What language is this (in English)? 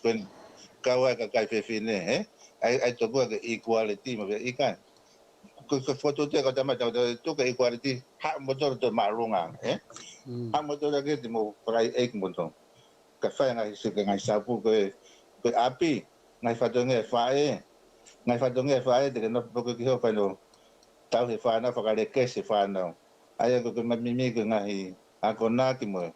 Tongan